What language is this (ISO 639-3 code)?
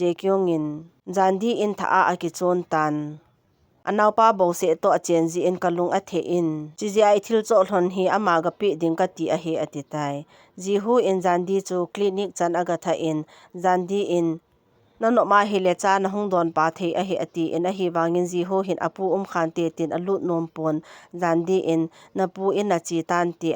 tcz